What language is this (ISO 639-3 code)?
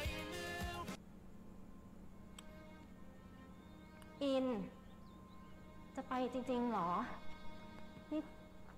tha